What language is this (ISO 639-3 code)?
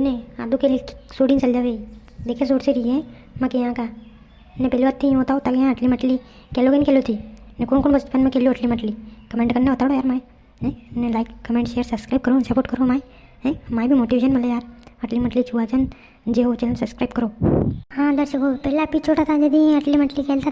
raj